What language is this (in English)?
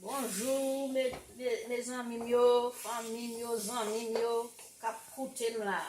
Haitian Creole